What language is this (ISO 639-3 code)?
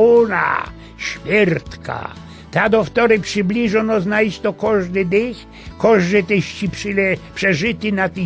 szl